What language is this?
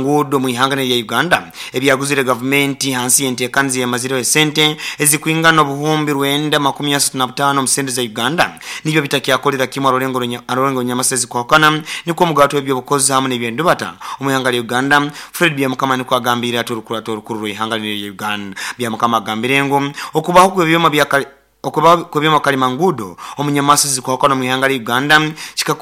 Nyoro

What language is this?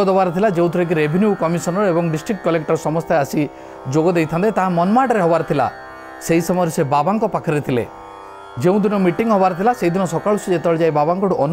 Odia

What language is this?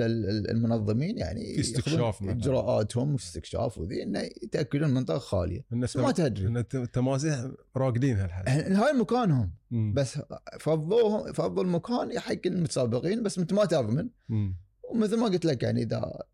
Gulf Arabic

